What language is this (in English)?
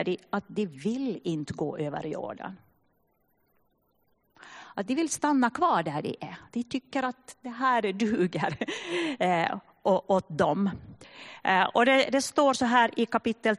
Swedish